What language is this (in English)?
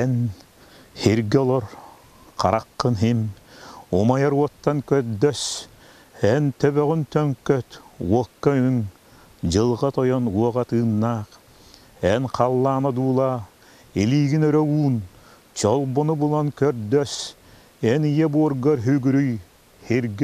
Yakut